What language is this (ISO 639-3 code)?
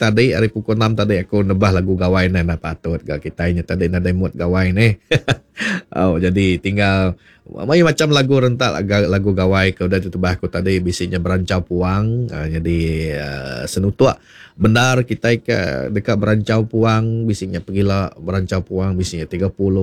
iba